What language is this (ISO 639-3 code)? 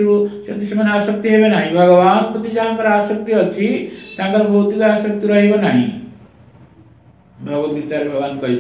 ori